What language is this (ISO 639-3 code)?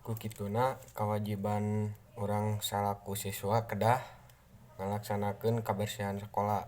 sun